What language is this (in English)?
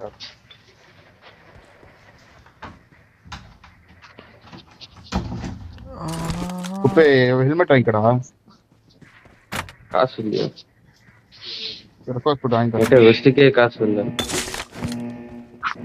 Tamil